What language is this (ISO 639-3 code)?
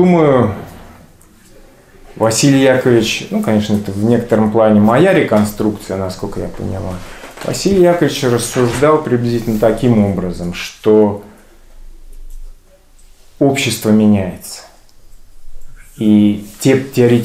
rus